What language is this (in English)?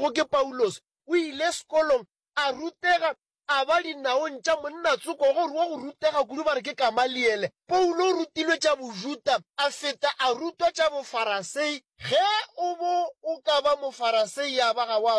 Northern Sotho